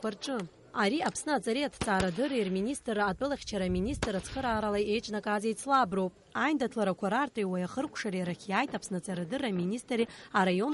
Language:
Abkhazian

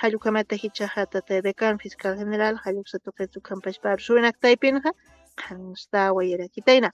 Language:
Aymara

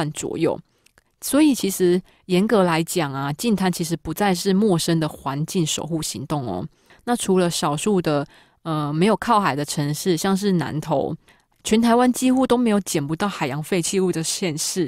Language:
Chinese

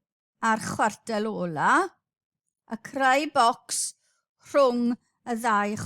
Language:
Welsh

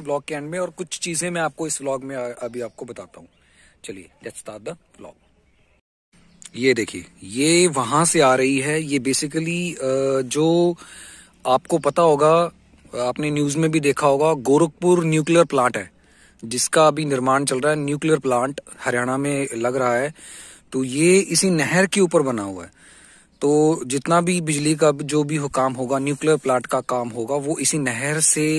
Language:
Hindi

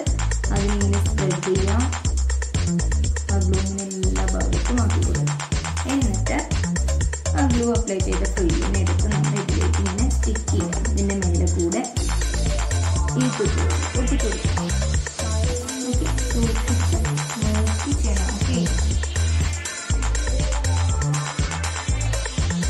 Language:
Malayalam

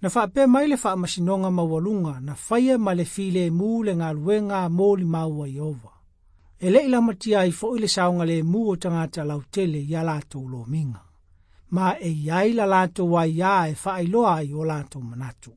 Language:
Samoan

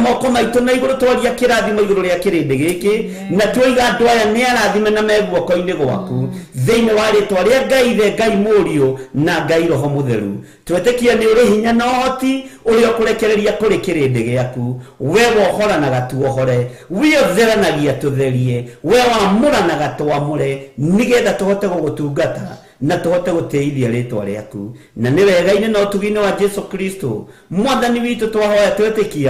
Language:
Kikuyu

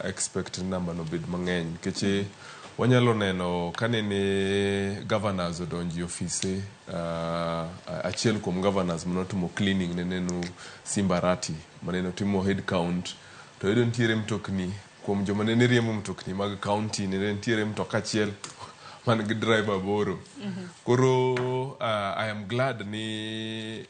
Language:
Luo (Kenya and Tanzania)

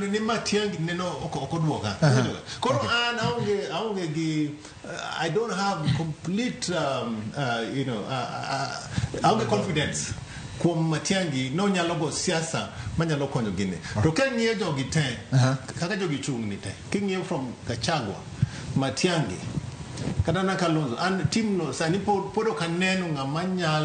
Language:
Luo (Kenya and Tanzania)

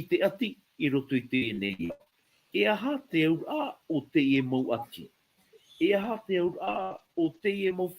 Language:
Tahitian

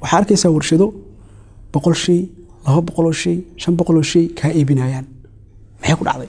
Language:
Somali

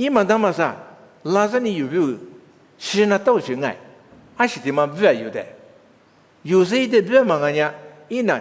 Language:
Lisu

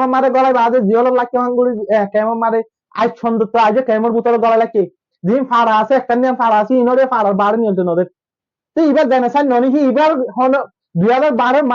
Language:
Rohingya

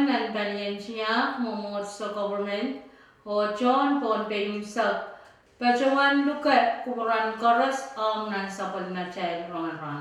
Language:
Pohnpeian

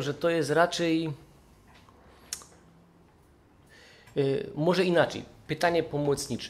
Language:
Polish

